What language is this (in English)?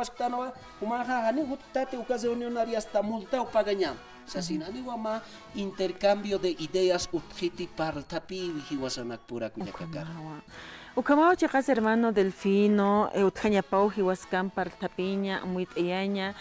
Aymara